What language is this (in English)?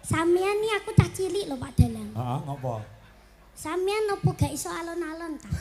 Javanese